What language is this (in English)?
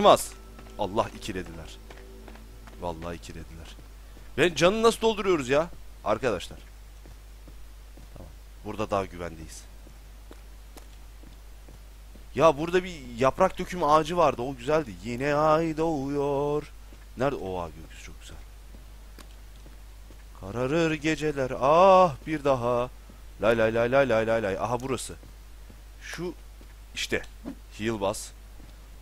Turkish